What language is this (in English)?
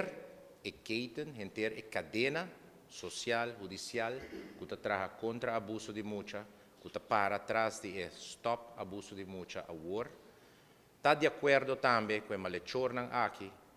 Papiamento